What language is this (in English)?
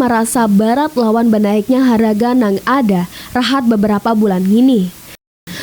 Banjar